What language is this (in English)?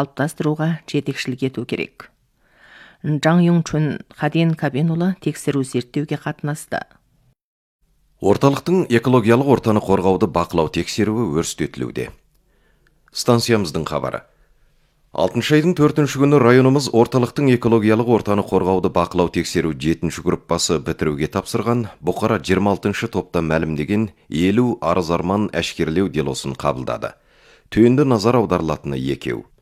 Kazakh